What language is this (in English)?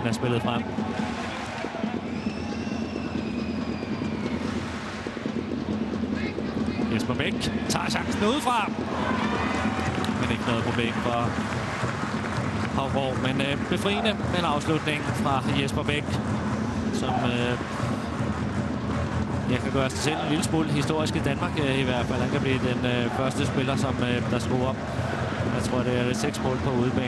Danish